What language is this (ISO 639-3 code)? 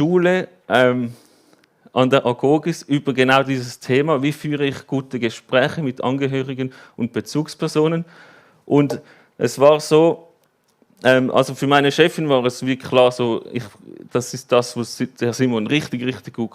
gsw